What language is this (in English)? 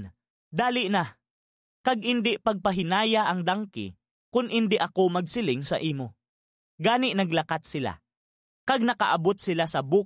Hiligaynon